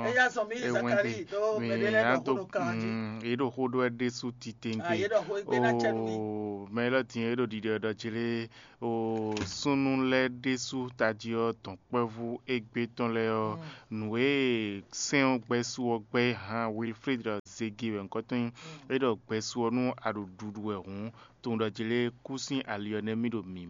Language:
Fon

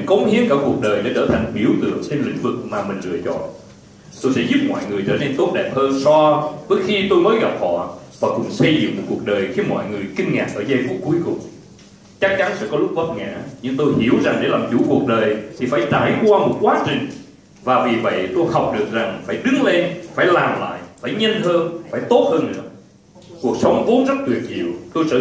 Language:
Vietnamese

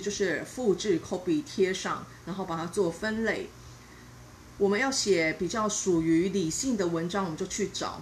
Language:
Chinese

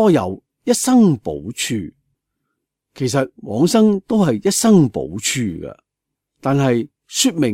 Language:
Cantonese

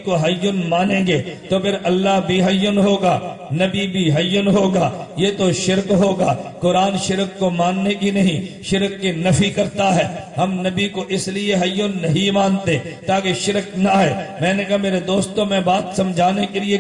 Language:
Urdu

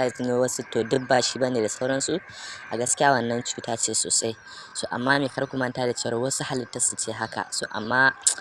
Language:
Hausa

